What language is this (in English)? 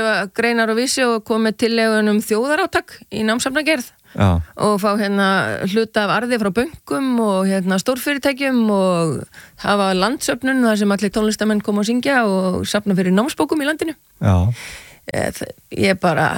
Icelandic